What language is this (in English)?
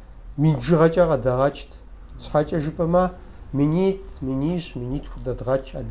Kabardian